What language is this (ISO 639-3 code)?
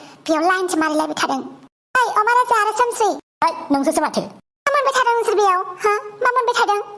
brx